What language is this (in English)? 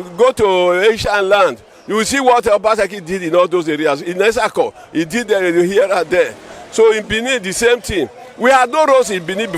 Nigerian Pidgin